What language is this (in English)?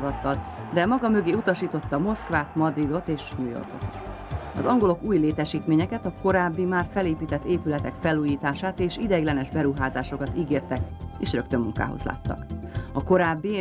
Hungarian